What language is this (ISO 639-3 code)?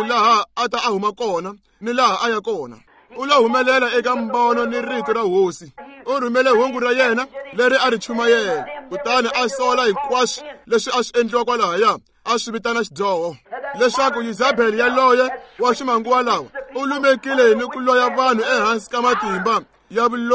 tso